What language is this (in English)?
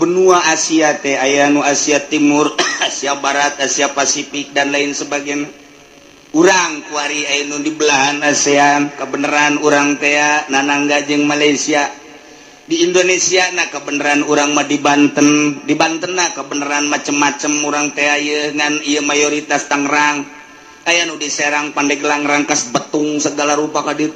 Sundanese